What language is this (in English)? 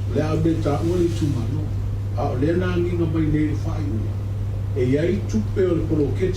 Samoan